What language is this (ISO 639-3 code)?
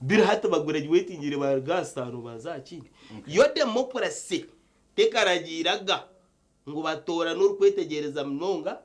nyn